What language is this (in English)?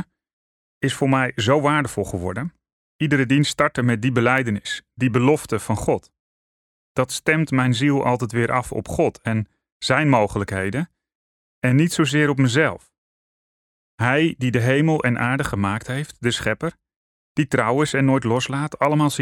Dutch